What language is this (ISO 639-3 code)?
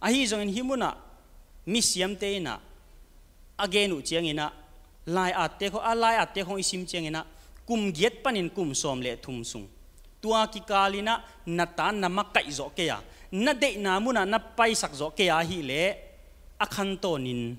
ctd